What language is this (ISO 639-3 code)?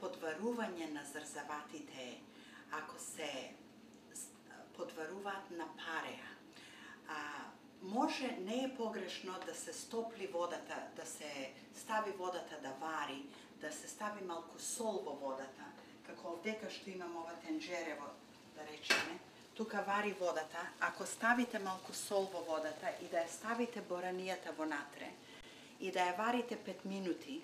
mkd